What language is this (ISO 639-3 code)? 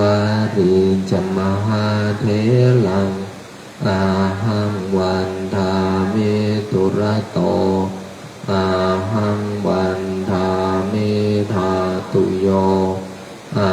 pli